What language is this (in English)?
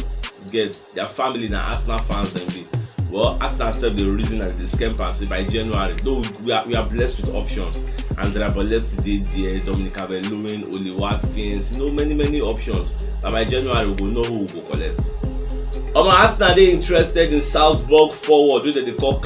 Nigerian Pidgin